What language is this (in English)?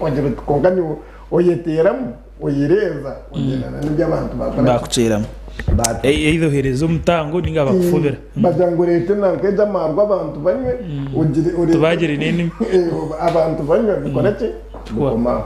Nyankole